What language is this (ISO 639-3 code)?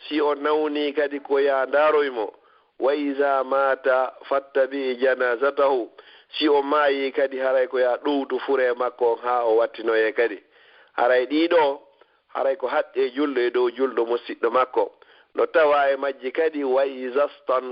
ful